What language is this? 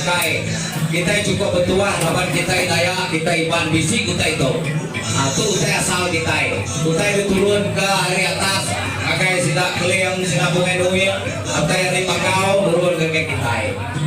Iban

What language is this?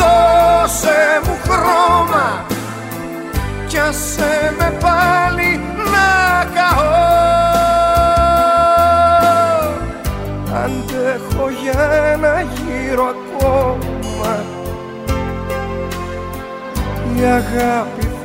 Greek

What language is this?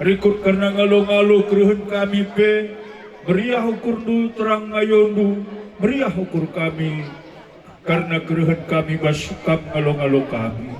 Batak Karo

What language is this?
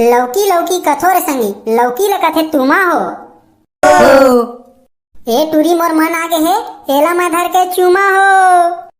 Chhattisgarhi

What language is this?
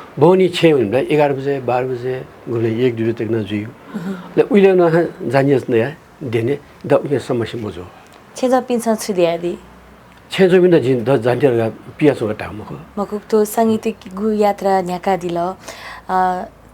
Newari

